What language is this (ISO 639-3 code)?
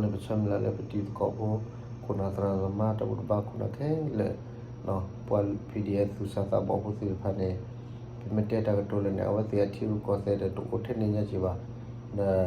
ksw